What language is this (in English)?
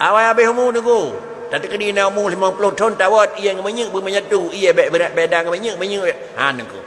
Achinese